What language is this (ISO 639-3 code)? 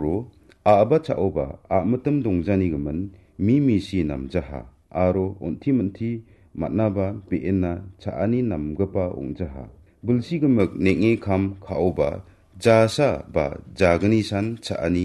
grt